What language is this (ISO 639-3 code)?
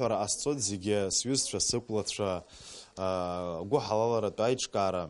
abk